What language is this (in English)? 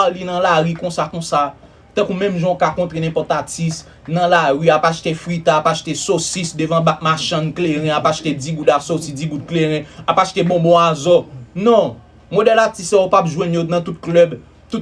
Haitian Creole